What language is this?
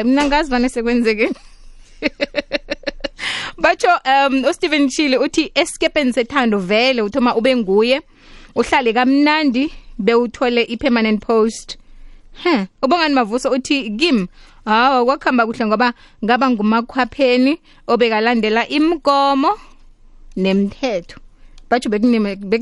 South Ndebele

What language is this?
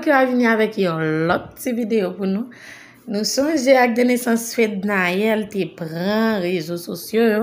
Haitian Creole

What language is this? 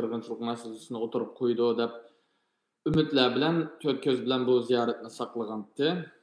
Uyghur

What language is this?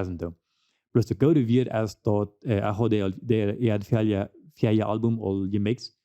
Plautdietsch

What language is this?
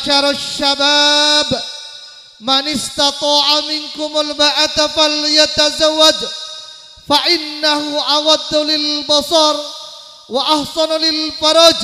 Madurese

